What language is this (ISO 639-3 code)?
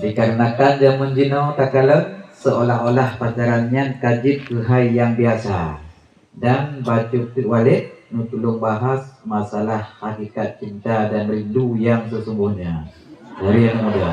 ace